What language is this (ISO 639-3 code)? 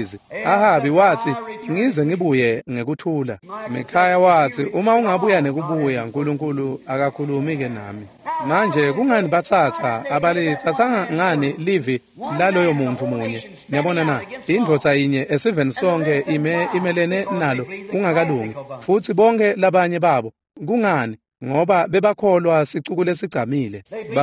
ssw